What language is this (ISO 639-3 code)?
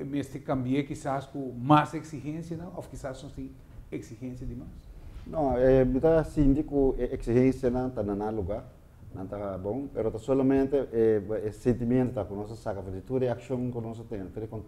pap